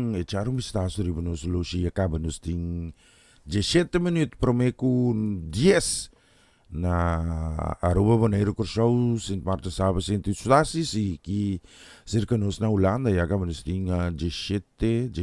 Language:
Papiamento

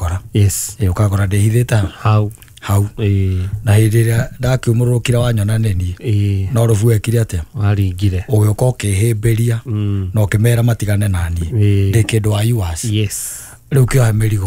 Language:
Kikuyu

